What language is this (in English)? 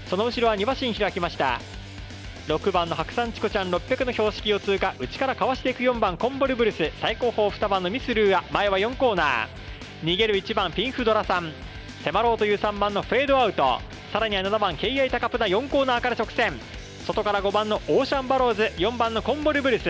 Japanese